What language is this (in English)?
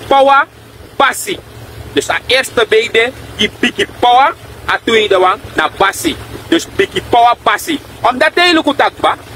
Sranan Tongo